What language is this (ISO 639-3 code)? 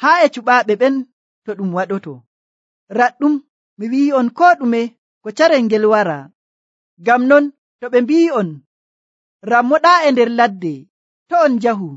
fuv